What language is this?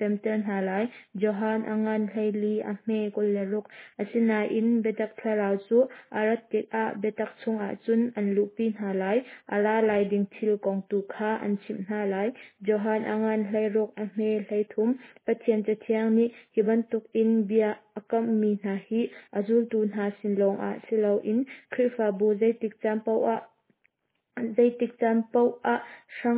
Hakha Chin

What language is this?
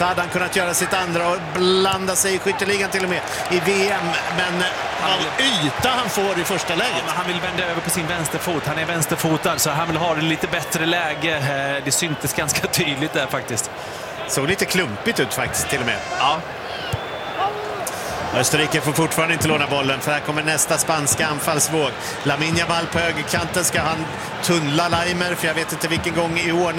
Swedish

